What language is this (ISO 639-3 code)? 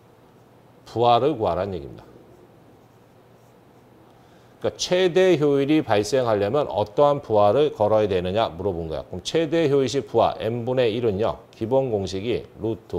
kor